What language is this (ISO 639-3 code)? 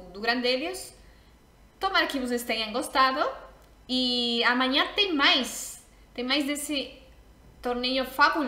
por